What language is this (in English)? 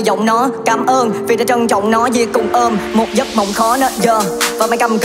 Vietnamese